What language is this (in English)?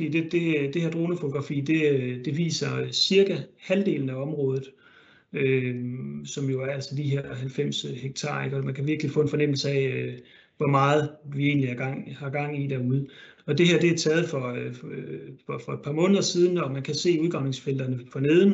Danish